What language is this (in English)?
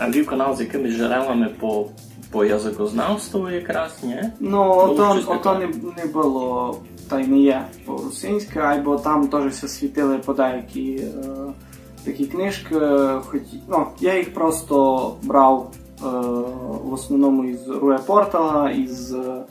Rusyn